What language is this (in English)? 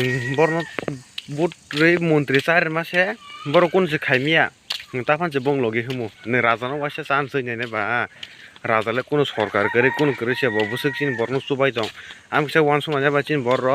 Kok Borok